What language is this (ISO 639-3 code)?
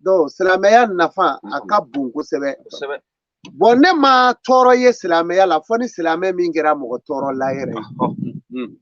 bam